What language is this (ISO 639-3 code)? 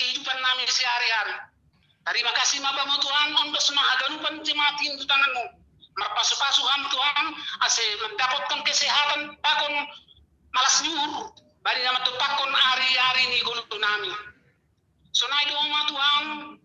bts